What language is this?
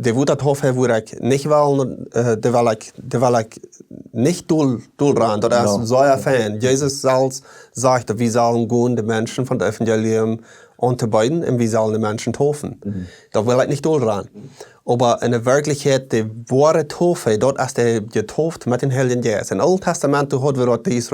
Plautdietsch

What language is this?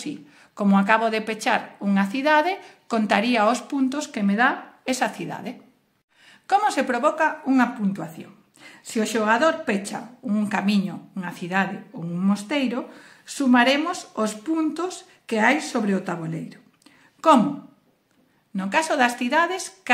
Galician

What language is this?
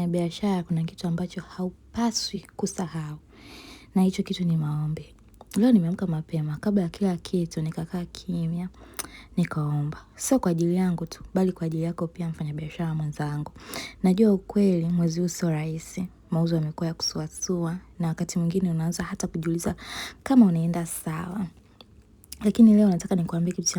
Swahili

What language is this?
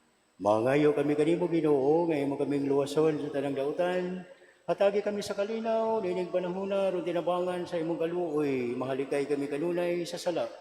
Cebuano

